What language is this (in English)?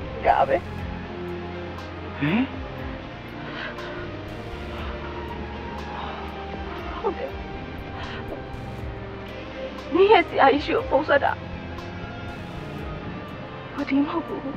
Burmese